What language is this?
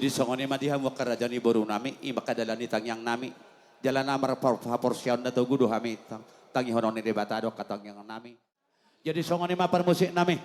Batak Toba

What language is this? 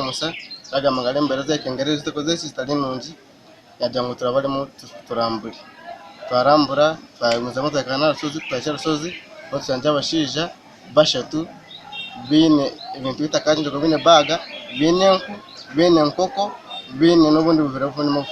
Nyankole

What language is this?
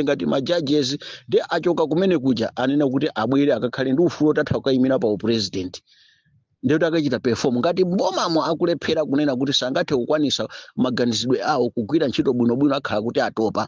Nyanja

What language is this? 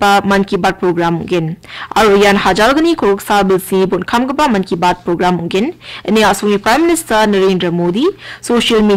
Garo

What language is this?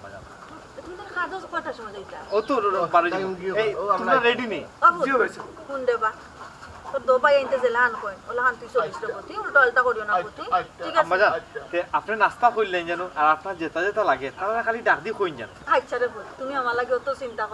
Sylheti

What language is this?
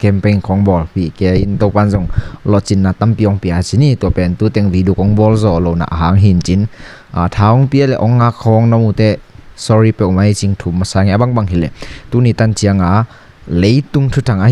Tedim Chin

